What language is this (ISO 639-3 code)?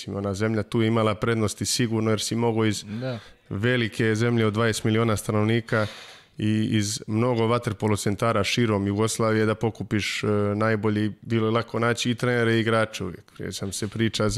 srp